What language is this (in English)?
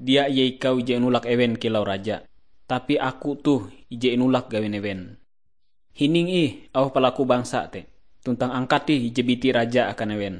Ngaju